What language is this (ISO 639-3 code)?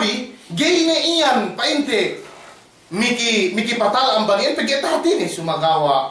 yka